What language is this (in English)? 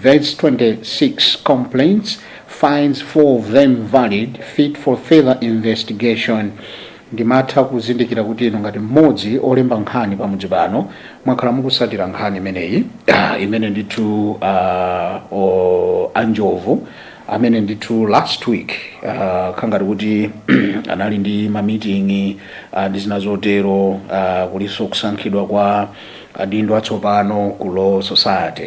Nyanja